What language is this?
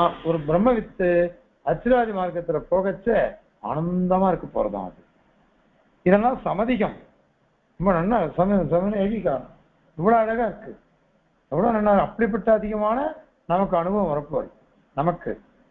Tamil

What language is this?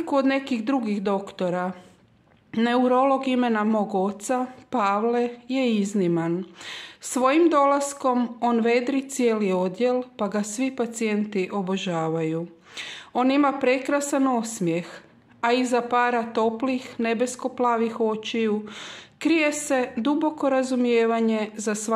Croatian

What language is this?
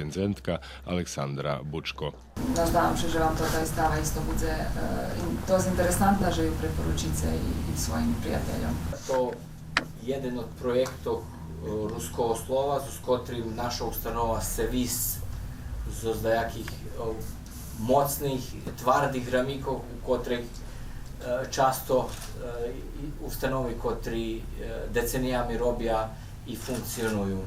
Rusyn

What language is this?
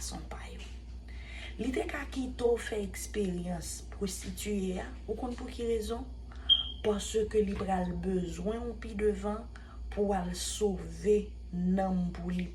Haitian Creole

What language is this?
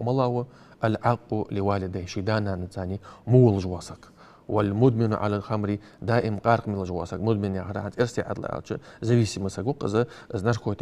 Ingush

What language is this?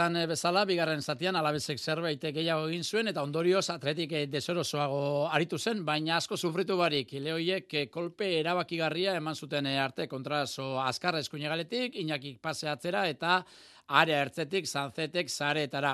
Basque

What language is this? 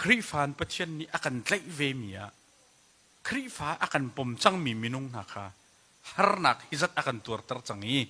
Hakha Chin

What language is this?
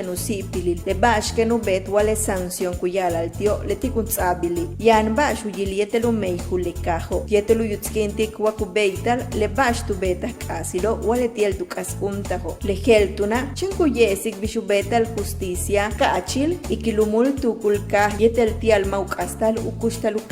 Yucateco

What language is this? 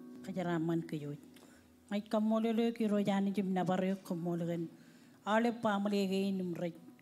Marshallese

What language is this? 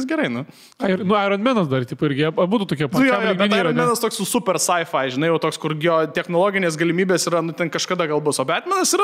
Lithuanian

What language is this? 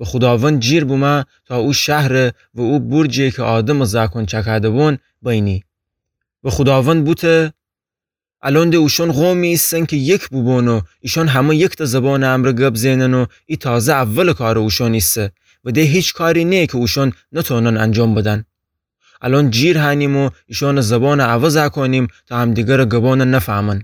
Gilaki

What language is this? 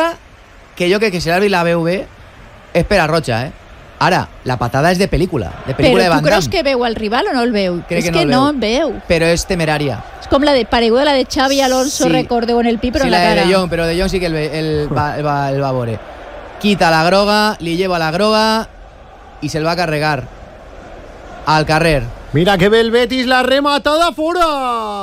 Catalan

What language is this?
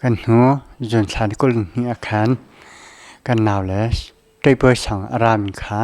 Hakha Chin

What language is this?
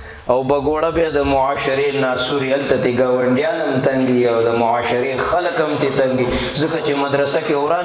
Pashto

